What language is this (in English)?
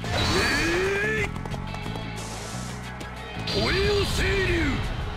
Japanese